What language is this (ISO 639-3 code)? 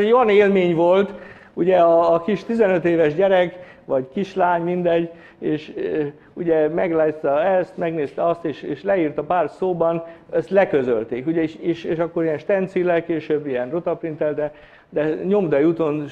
hun